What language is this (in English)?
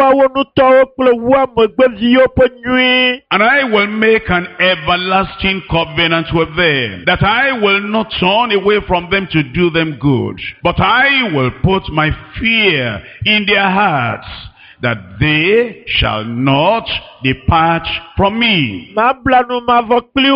Ewe